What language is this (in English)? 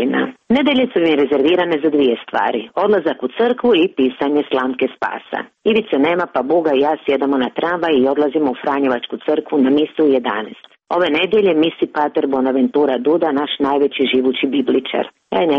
Croatian